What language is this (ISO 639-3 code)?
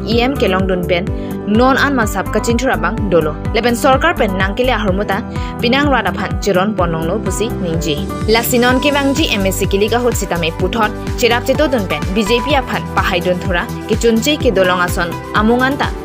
mjw